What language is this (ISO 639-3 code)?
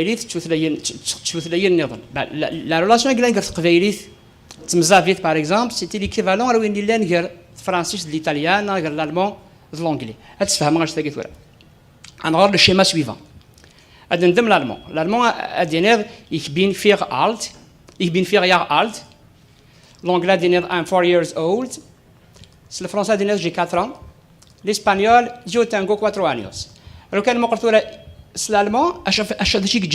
kab